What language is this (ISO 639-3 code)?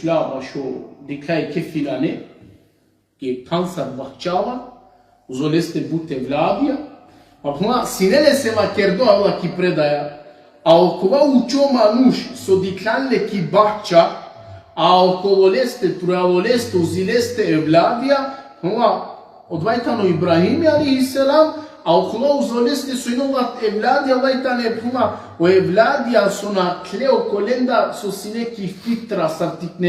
rmn